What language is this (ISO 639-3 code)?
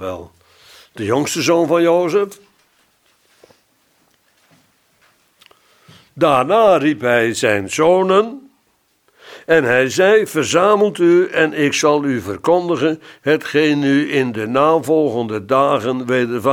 nld